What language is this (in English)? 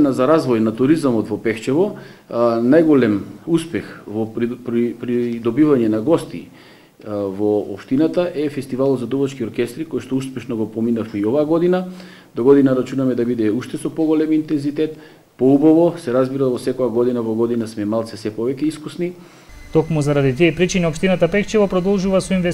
Macedonian